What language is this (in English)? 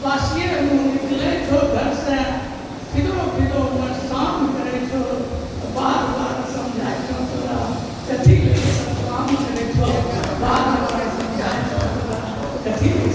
Angika